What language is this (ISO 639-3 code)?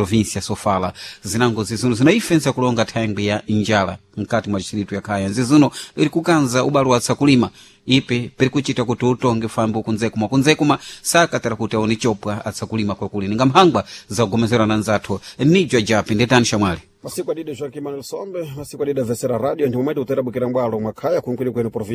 seh